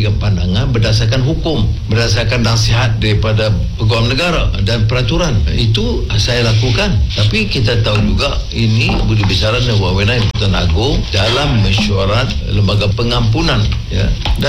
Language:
Malay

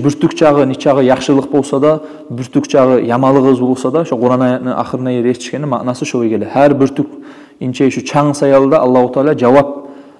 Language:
Kumyk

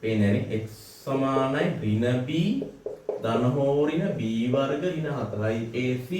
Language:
Sinhala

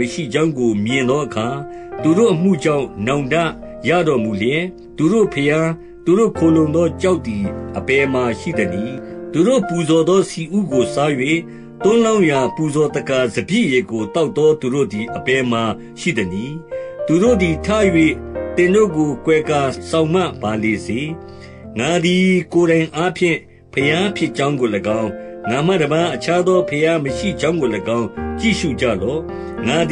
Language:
Burmese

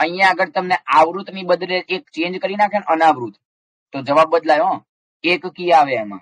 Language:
Gujarati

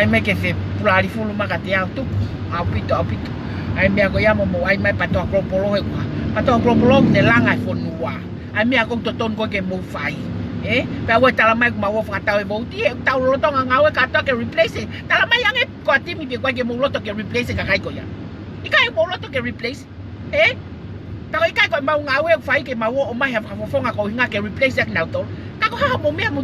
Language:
Tongan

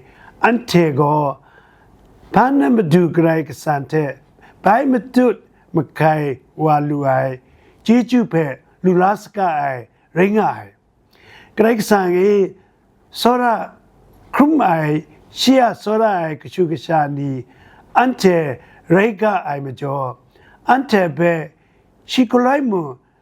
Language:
Kachin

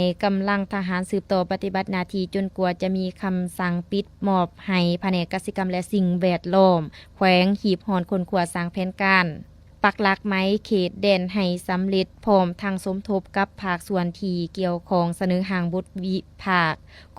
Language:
Lao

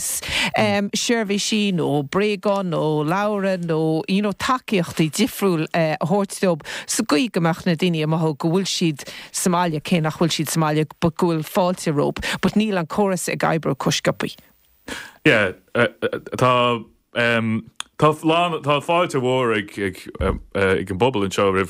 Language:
Irish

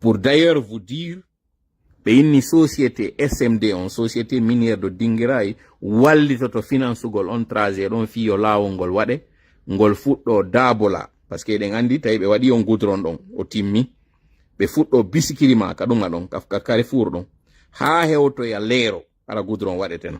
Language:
Pular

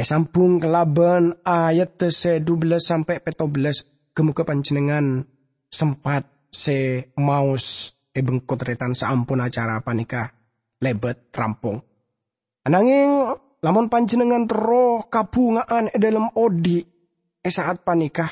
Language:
Madurese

